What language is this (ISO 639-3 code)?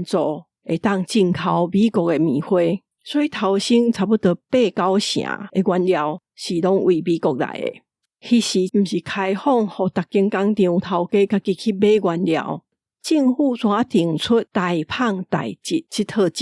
nan